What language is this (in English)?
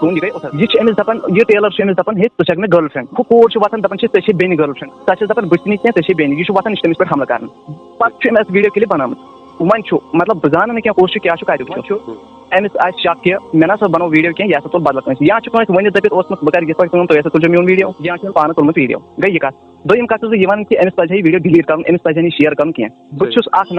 Kashmiri